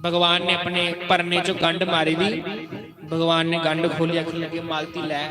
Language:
Dogri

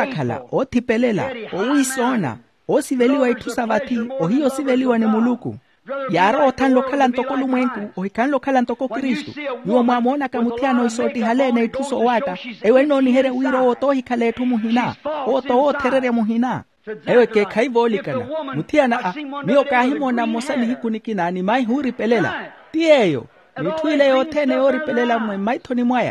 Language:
Makhuwa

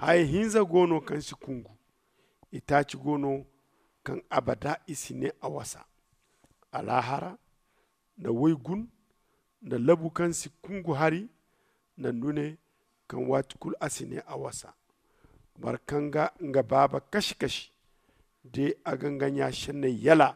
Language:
Zarma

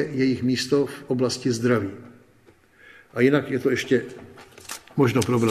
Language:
Czech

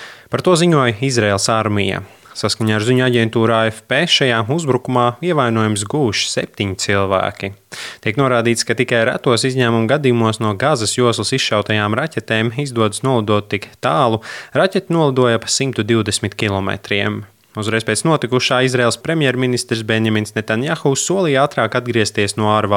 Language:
Latvian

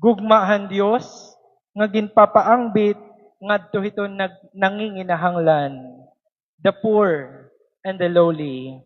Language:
Waray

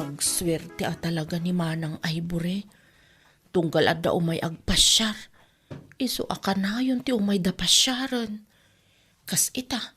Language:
Iloko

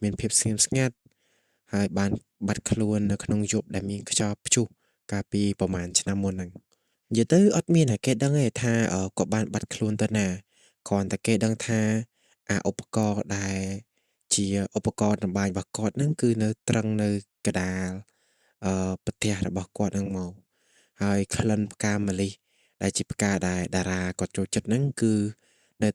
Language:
Khmer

